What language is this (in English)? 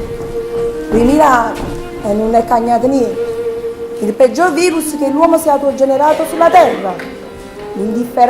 Neapolitan